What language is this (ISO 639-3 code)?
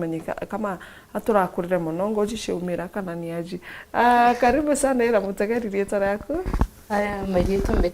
mer